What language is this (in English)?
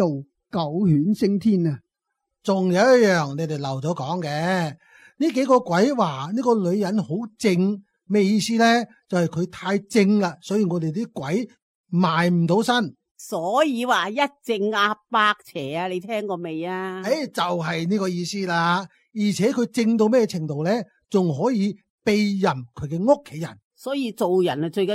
Cantonese